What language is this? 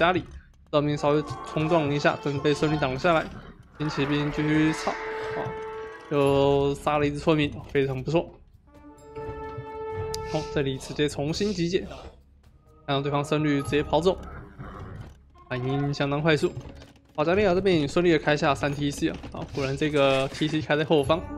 Chinese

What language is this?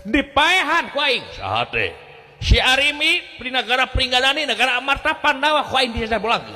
Sundanese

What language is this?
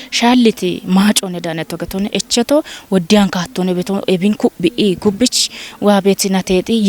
Kafa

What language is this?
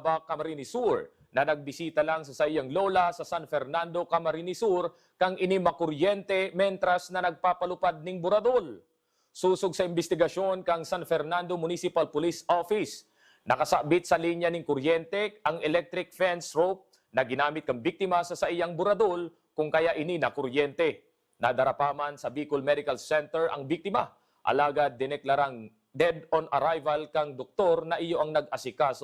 Bikol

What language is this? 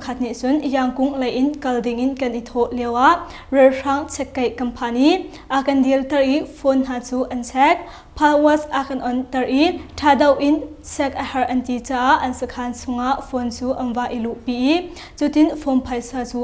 Hakha Chin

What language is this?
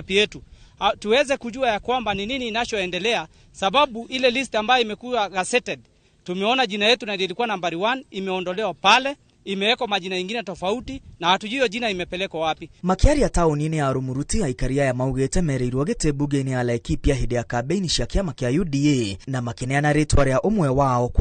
Kikuyu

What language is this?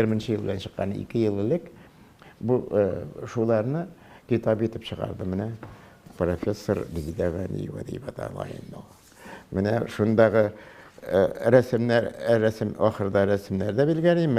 Tatar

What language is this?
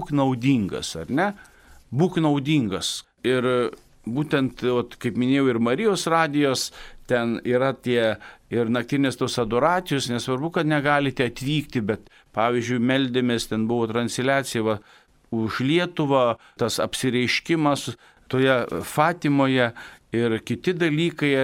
Lithuanian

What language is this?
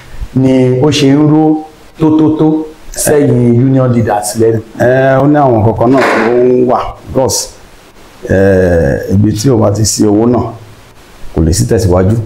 Yoruba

